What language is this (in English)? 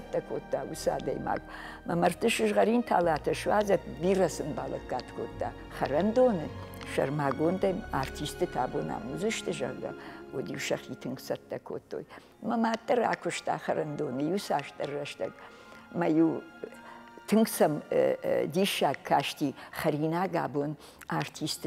Ossetic